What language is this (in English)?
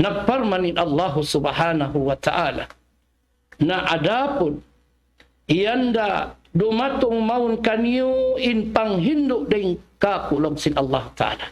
Tausug